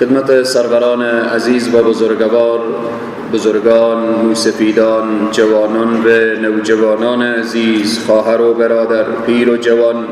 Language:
Persian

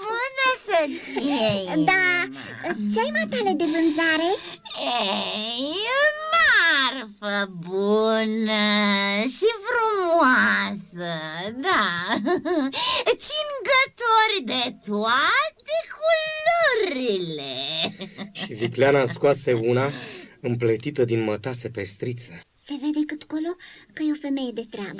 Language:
Romanian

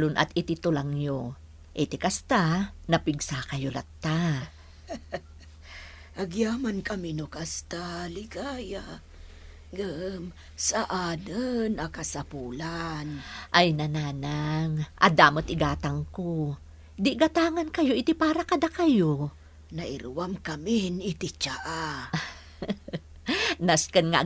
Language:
Iloko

